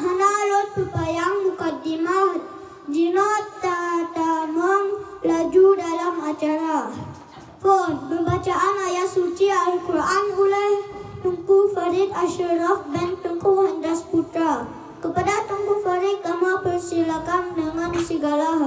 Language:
Achinese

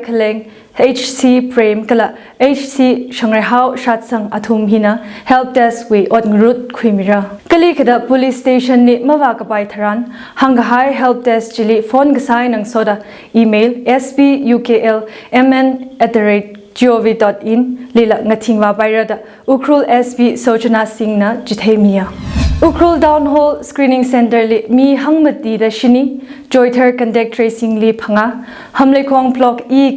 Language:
Tangkhul Naga (India)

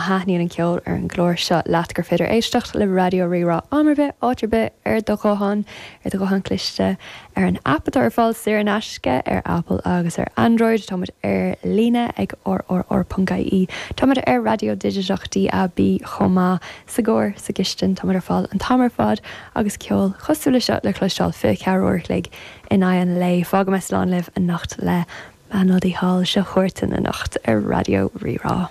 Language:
Irish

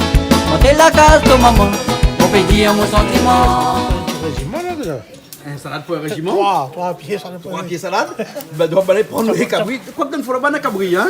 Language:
Réunion Creole French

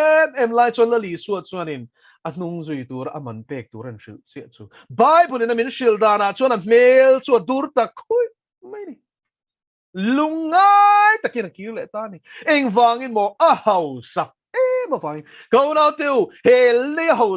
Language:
Mizo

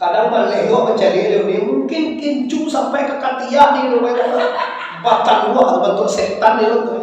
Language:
Minangkabau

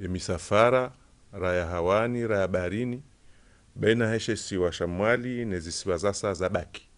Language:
Ngazidja Comorian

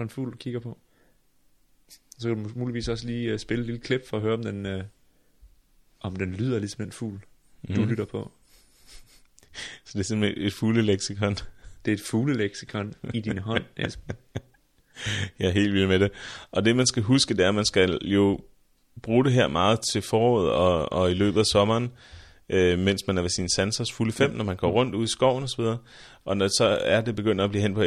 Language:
Danish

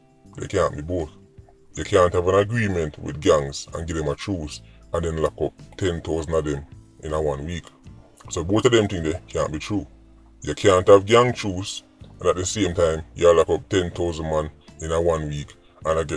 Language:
Jamaican Creole English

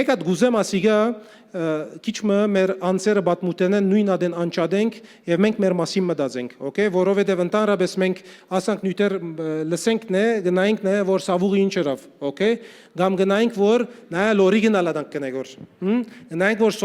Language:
Western Armenian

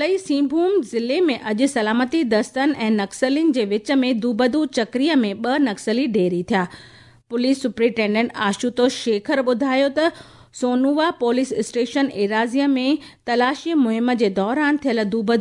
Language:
Sindhi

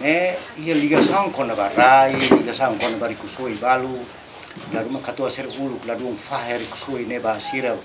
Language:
Tetum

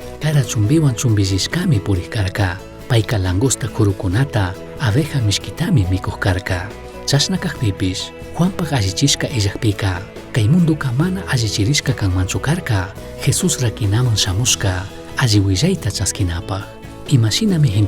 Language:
Chimborazo Highland Quichua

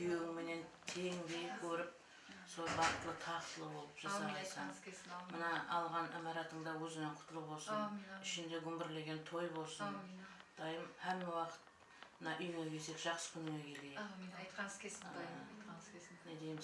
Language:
Kara-Kalpak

